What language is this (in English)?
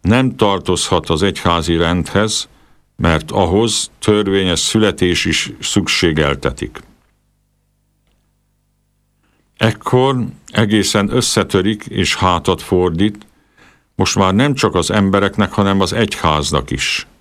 Hungarian